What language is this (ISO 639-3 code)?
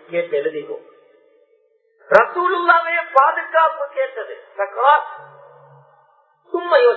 tam